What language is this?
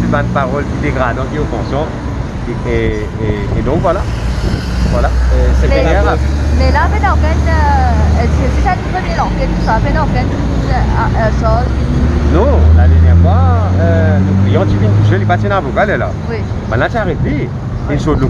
Morisyen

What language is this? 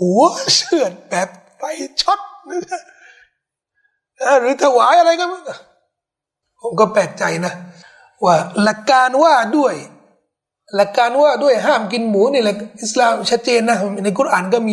Thai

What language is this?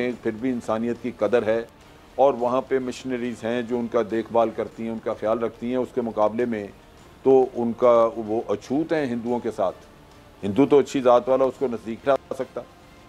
Urdu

